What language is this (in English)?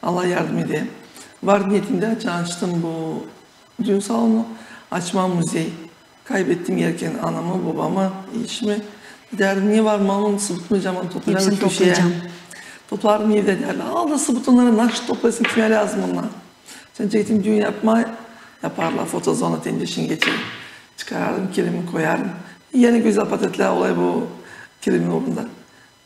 Gagauz